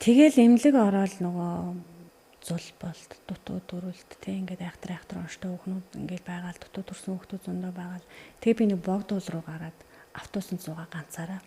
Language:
Mongolian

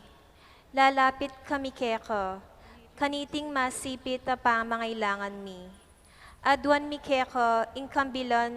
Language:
Pampanga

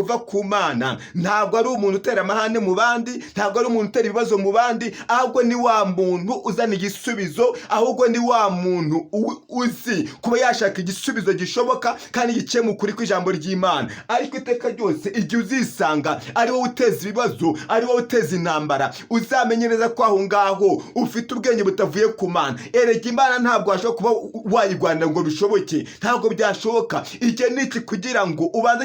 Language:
Kinyarwanda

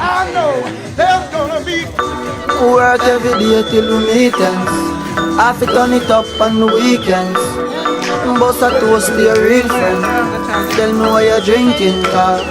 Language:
Jamaican Creole English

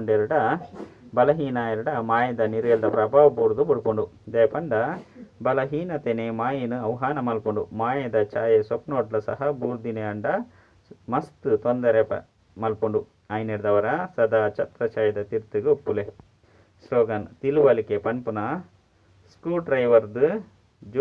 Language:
Tulu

